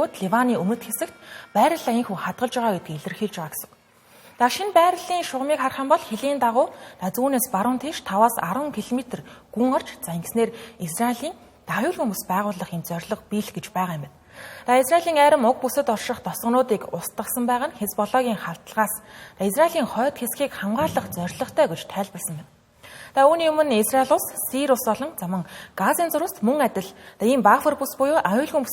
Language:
Mongolian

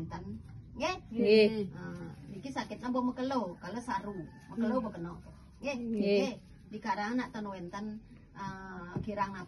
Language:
Balinese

